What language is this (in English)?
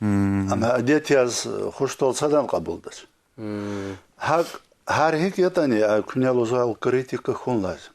Lezghian